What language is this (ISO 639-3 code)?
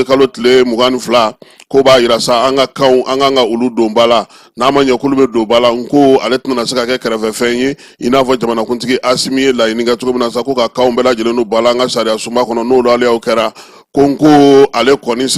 bam